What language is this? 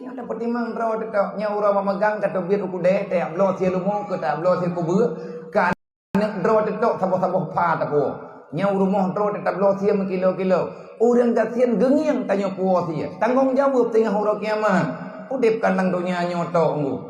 Achinese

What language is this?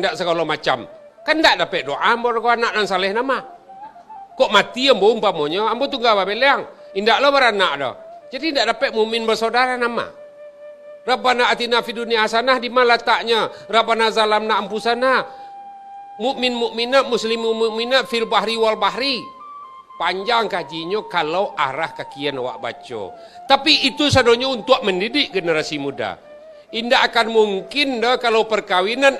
Minangkabau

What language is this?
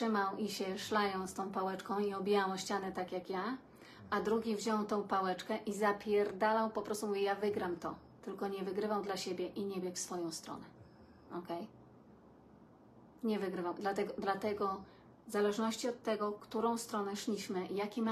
Polish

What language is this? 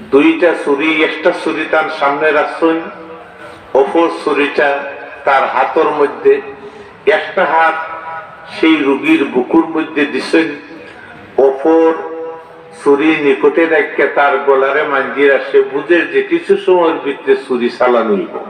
Sylheti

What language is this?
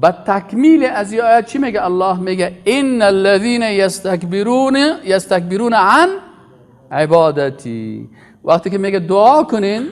Persian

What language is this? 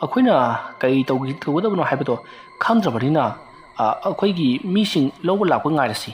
Manipuri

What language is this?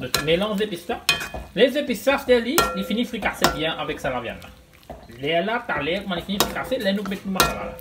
Morisyen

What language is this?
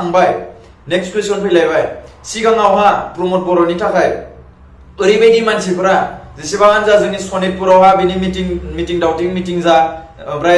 Bodo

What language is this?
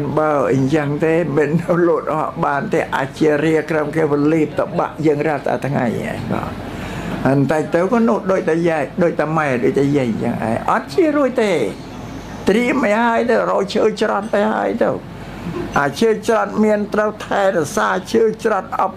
Khmer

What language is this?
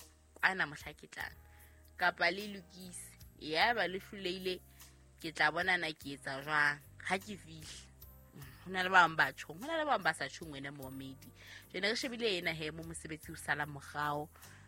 Southern Sotho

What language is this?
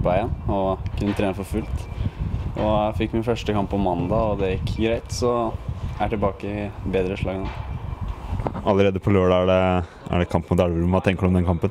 Norwegian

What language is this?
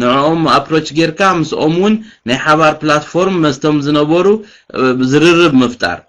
Tigrinya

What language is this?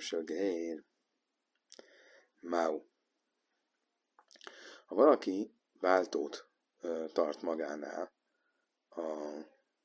Hungarian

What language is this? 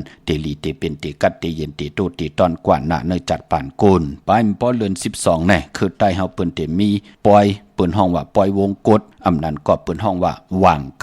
Shan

